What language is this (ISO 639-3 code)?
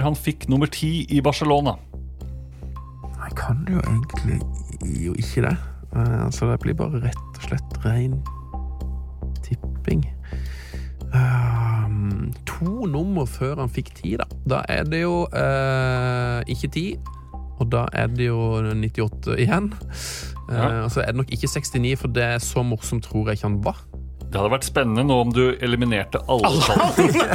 nor